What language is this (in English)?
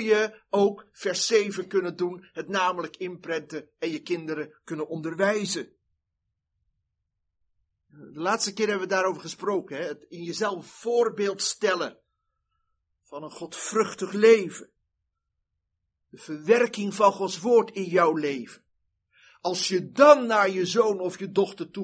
Dutch